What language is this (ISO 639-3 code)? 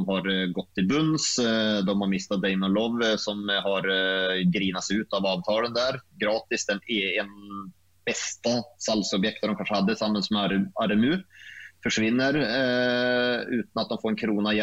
nor